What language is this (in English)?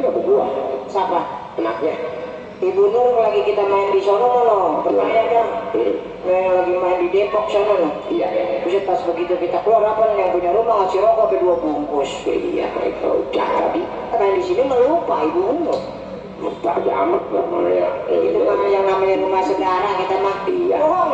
Betawi